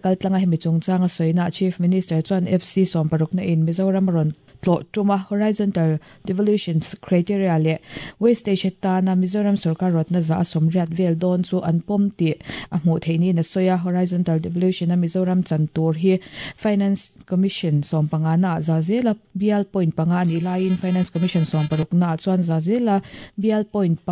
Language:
Mizo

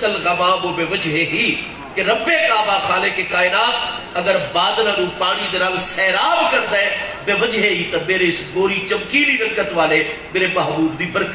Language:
Saraiki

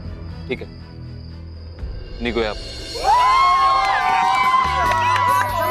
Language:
Marathi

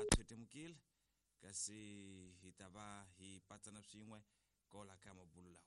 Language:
Tsonga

